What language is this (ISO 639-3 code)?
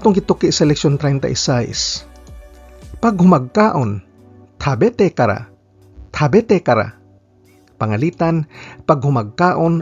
ceb